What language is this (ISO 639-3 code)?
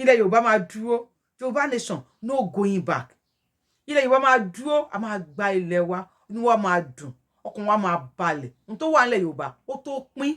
yor